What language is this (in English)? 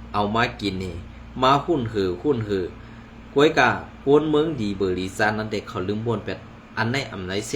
Shan